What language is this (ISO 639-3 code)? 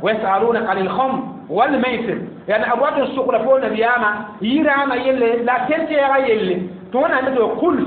mos